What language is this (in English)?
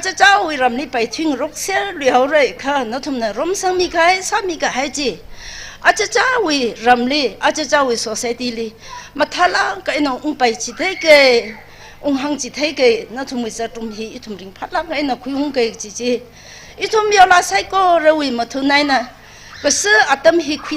Tangkhul Naga (India)